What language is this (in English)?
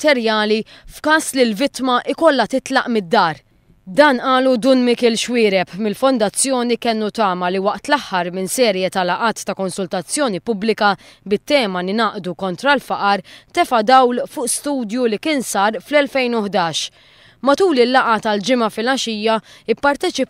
Maltese